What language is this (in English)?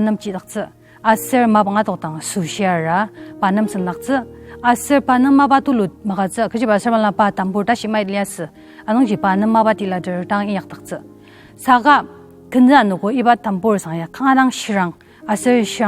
Ao Naga